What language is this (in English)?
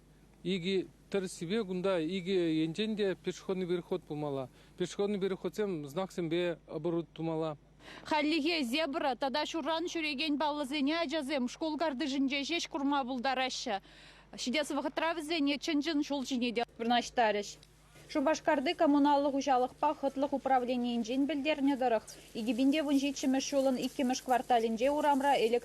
Chuvash